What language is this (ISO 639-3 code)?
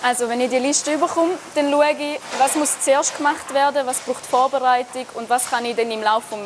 roh